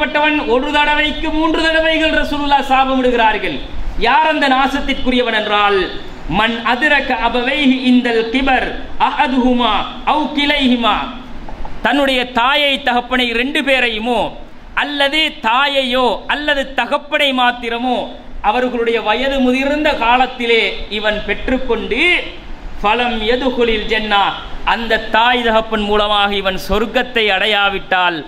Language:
Tamil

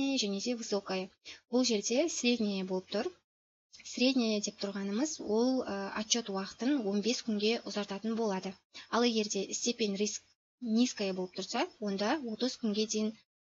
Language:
Kazakh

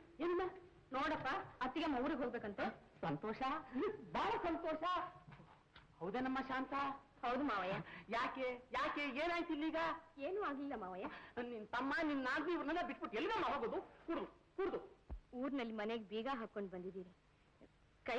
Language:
Kannada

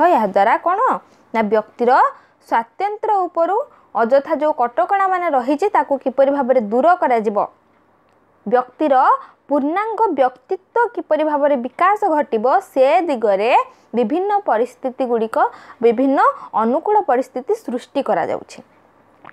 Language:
Odia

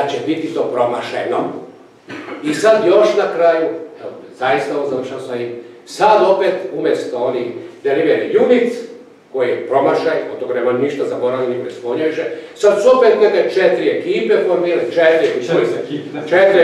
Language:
Croatian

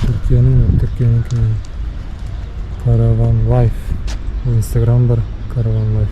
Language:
Bashkir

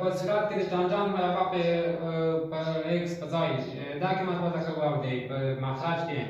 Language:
Pashto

